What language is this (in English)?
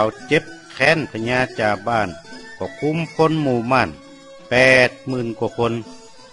Northern Thai